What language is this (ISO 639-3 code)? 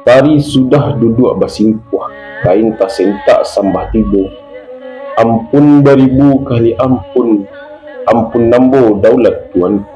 min